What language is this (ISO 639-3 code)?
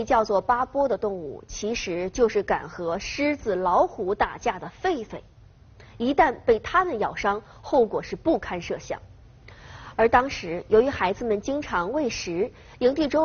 zho